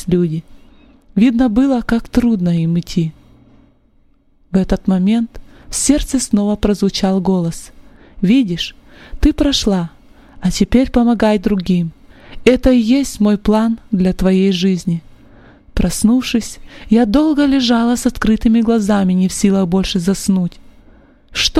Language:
Russian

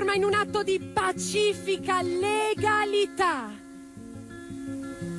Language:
Italian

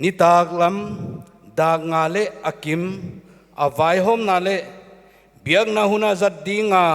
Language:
Paite Chin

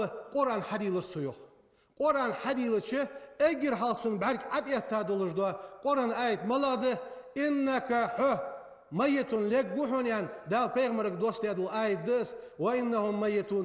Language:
Ingush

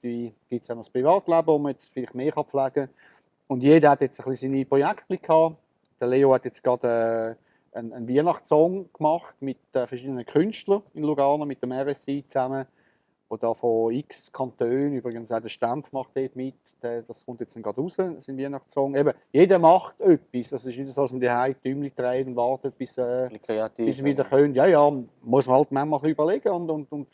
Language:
Swiss German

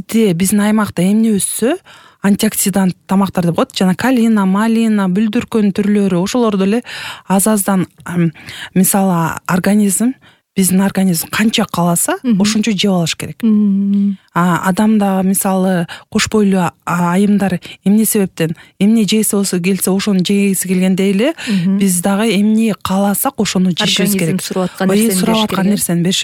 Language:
Kyrgyz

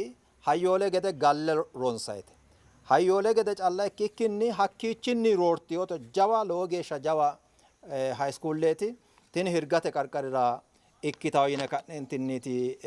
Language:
Sidamo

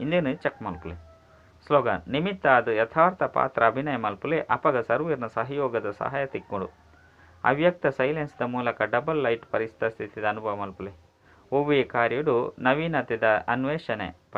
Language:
Tulu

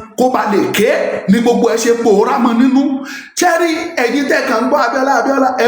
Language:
Yoruba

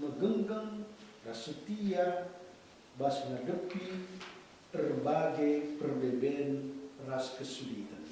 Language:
Batak Karo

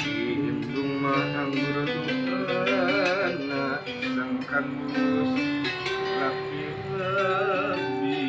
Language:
Sundanese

